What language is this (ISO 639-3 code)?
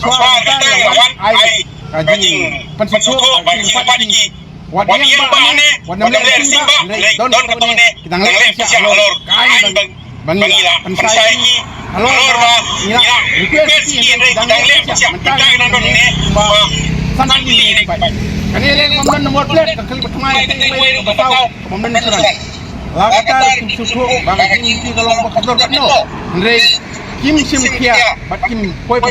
kha